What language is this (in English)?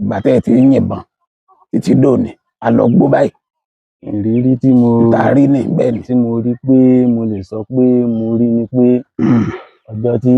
Yoruba